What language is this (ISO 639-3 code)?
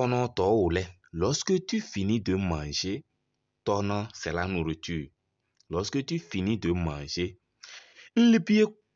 kbp